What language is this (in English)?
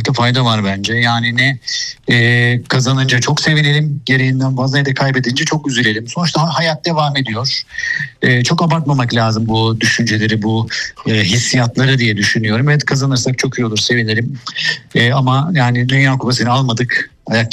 Turkish